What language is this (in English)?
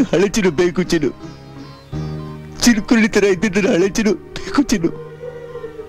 Kannada